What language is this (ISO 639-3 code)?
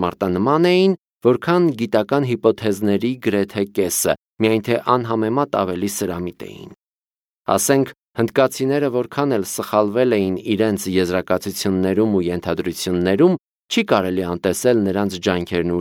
hye